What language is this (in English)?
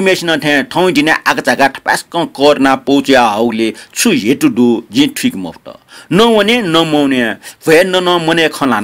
Newari